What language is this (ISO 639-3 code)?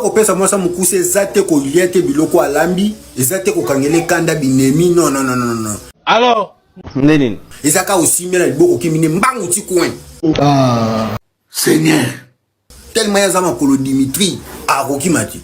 lin